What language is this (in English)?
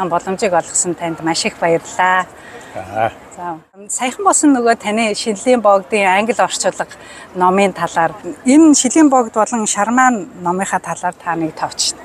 Mongolian